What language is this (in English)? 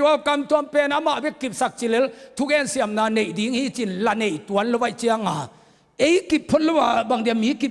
Tedim Chin